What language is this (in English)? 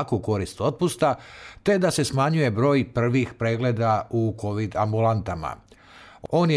Serbian